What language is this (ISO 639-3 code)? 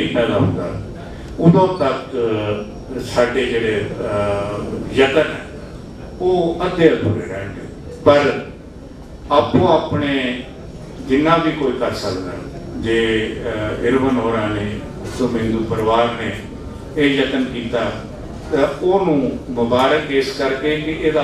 pan